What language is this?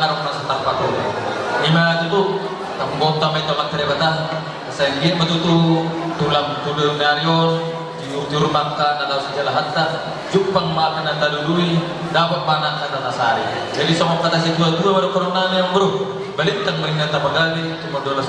Batak Toba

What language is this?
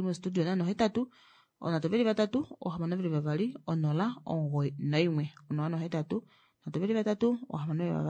Kuanyama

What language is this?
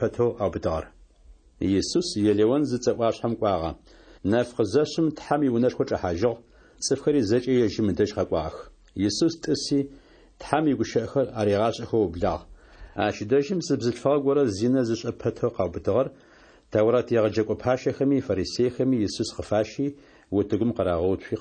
Adyghe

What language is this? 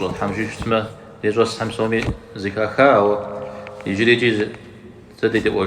Kabardian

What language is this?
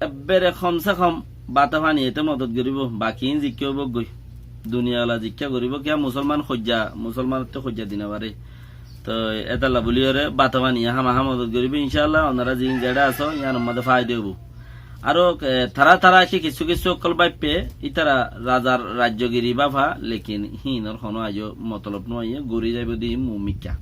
Rohingya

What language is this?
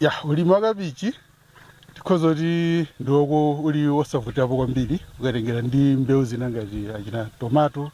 Nyanja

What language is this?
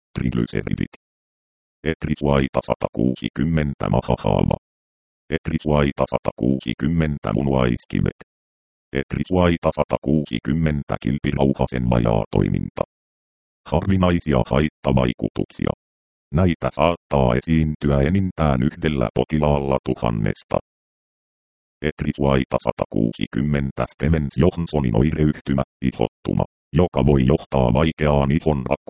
Finnish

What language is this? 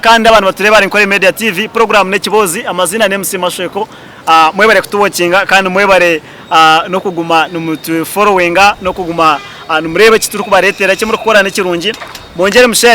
Nyankole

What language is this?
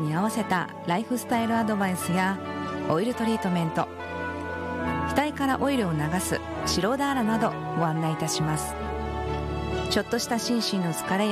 Japanese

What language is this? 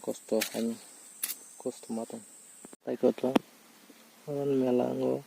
Kok Borok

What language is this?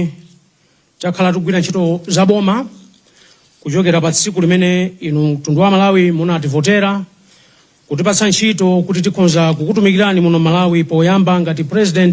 Nyanja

